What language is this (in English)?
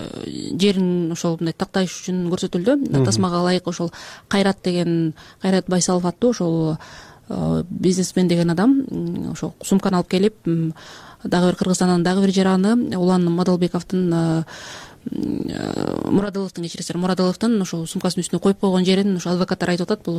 Kyrgyz